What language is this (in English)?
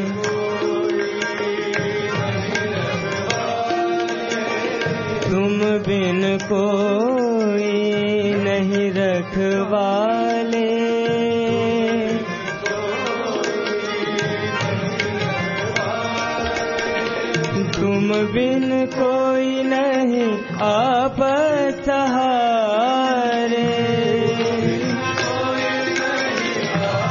Hindi